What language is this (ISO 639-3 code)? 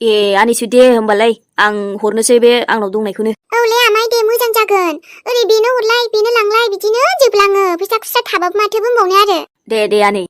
brx